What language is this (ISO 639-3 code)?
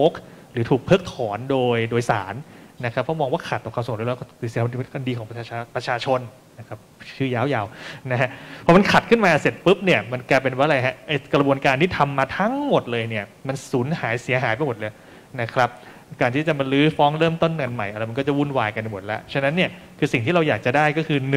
tha